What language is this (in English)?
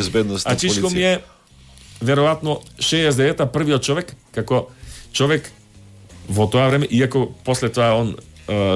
Macedonian